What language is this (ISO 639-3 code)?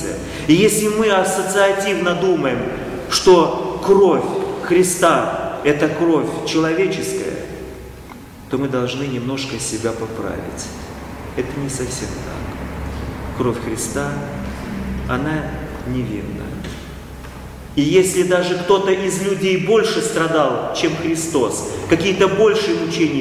rus